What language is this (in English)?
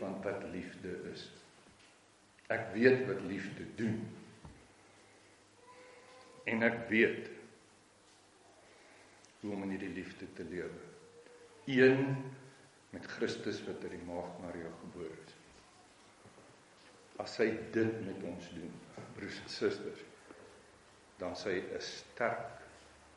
Afrikaans